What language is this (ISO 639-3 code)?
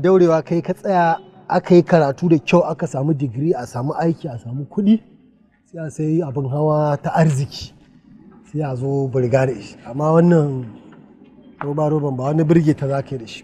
hau